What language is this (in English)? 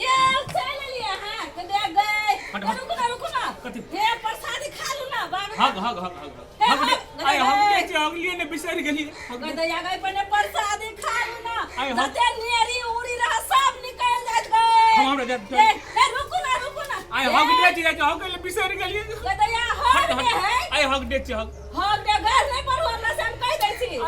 Maithili